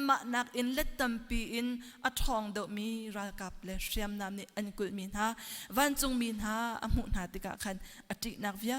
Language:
Hakha Chin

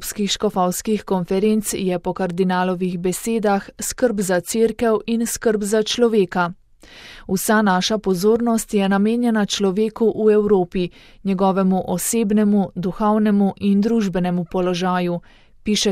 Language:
Slovenian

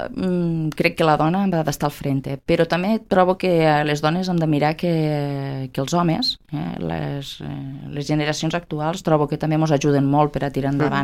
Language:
Catalan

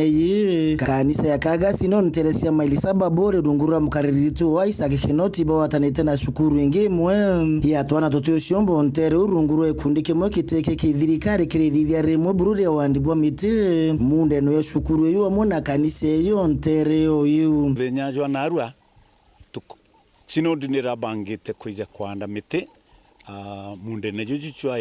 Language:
Meru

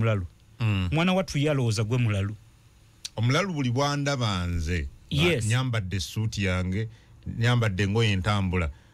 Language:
Ganda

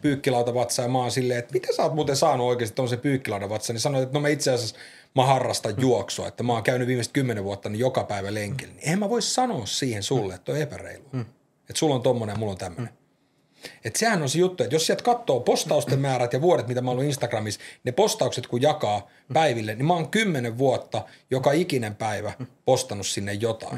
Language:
Finnish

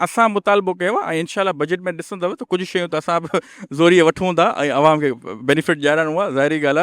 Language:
Sindhi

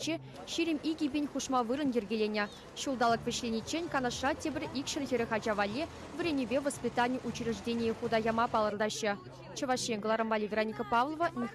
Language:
Chuvash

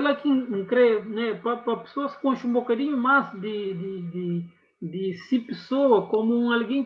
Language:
Kabuverdianu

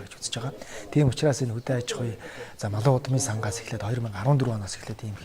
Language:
Mongolian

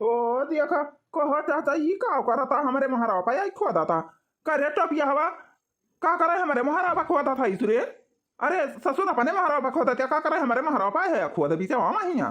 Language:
Awadhi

